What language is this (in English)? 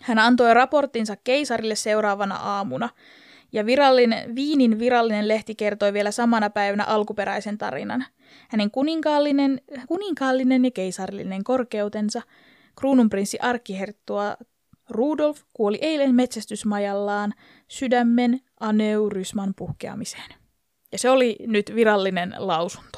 Finnish